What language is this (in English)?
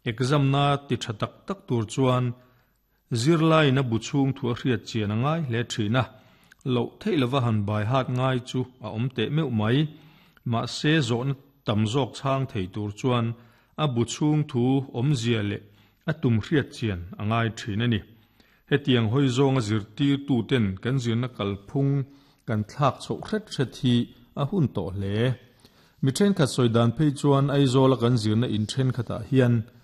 Mizo